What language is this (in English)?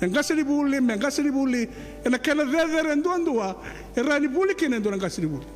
Fijian